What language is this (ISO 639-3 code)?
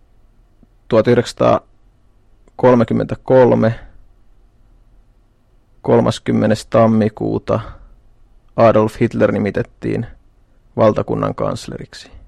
fin